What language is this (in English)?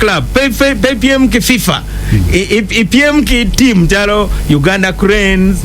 Acoli